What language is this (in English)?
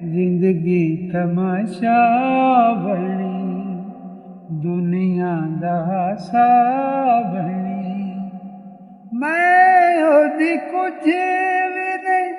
Western Panjabi